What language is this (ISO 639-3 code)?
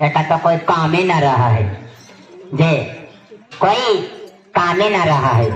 mag